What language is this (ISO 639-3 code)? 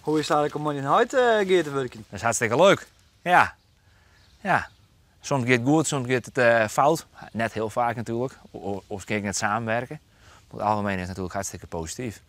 fry